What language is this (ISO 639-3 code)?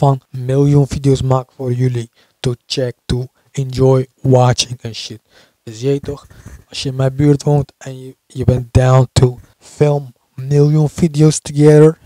nld